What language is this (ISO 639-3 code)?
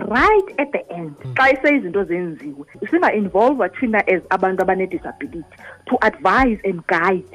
xho